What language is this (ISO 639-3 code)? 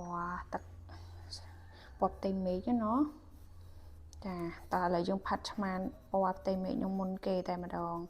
khm